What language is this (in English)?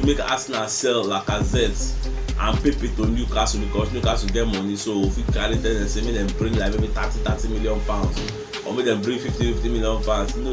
Nigerian Pidgin